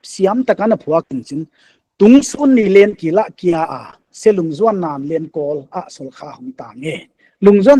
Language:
Paite Chin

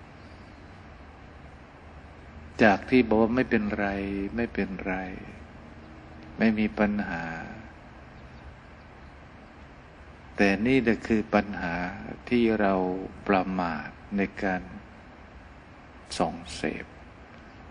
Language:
Thai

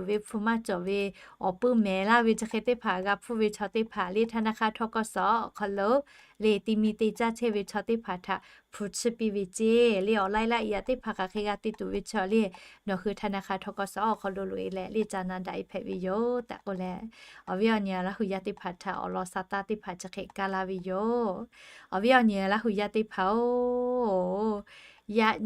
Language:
Lahu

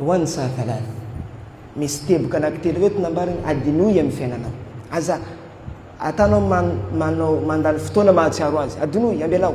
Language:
Malagasy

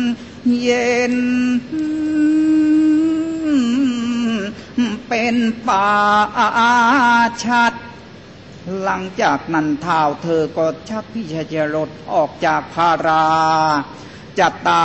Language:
Thai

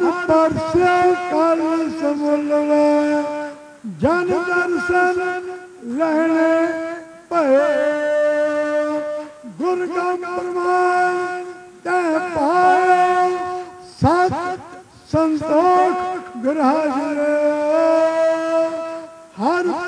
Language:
Punjabi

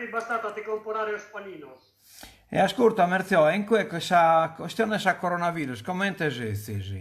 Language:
Sardinian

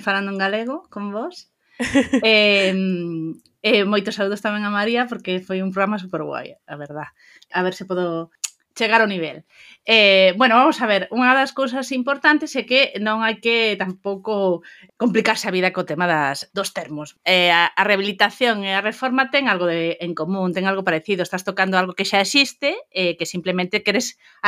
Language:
Galician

